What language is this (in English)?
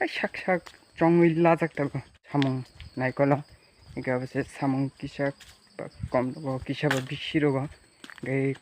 Kok Borok